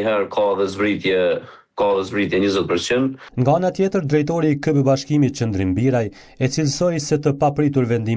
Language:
Albanian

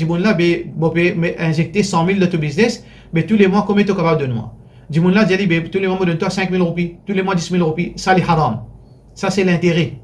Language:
Morisyen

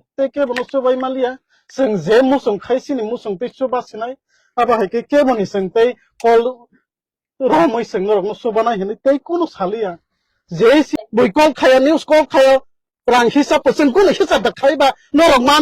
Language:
Kok Borok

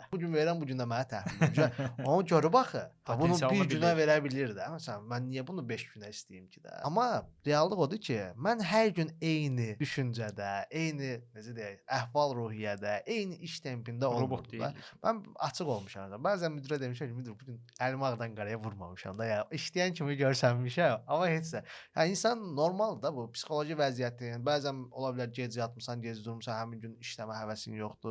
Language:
Azerbaijani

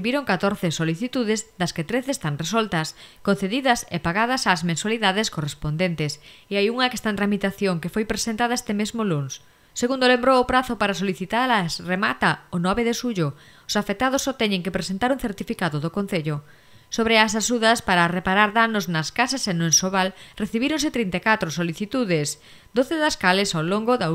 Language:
Galician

